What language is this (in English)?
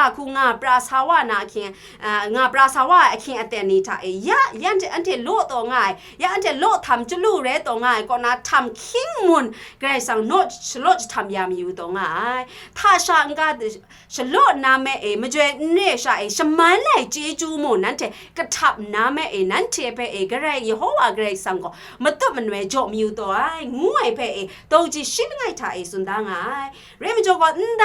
Kachin